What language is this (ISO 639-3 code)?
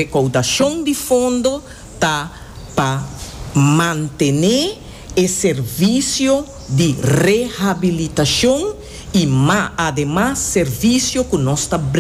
pap